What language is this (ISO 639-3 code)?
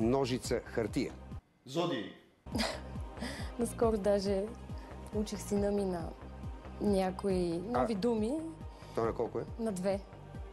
bul